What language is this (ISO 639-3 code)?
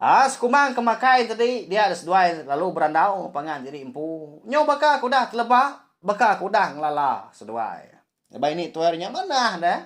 iba